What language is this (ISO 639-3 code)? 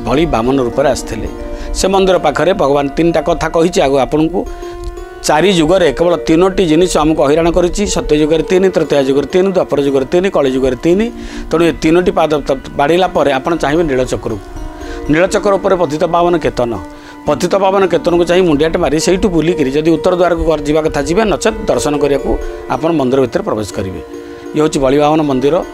ori